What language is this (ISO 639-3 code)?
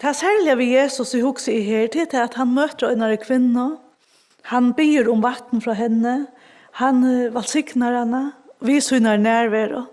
fao